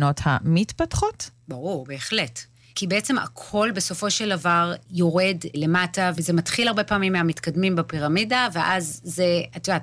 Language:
Hebrew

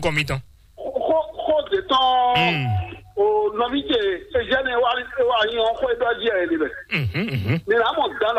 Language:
Fon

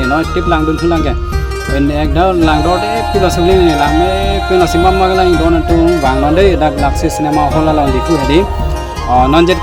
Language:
Karbi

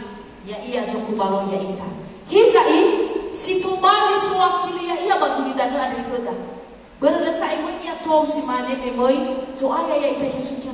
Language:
Nias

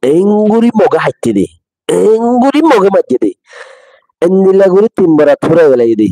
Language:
Rohingya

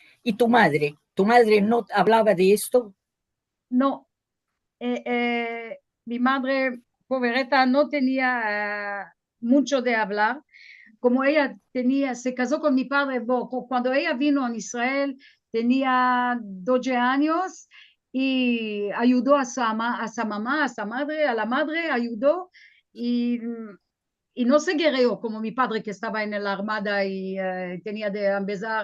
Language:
Ladino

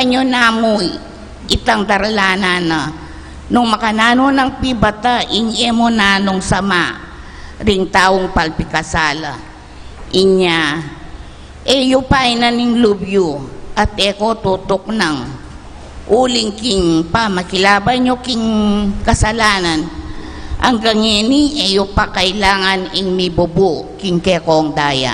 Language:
Pampanga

